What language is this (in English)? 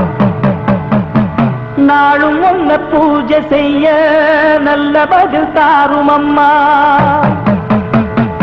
Tamil